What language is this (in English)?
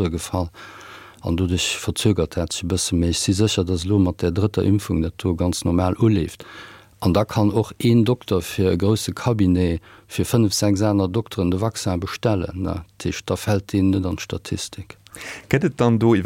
Luxembourgish